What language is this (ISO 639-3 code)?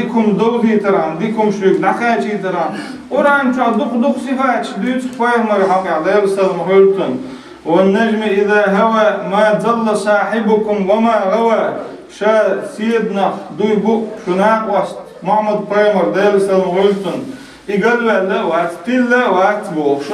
che